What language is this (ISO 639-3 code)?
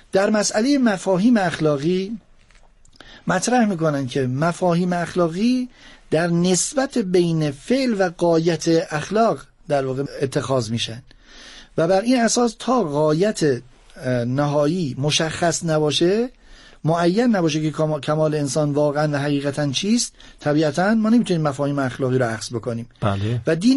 fas